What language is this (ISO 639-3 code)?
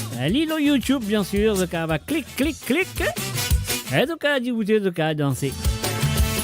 mfe